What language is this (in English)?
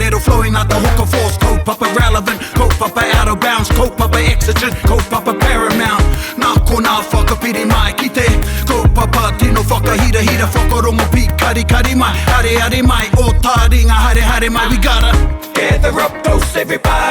Māori